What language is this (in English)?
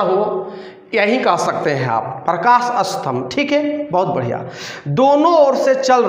Hindi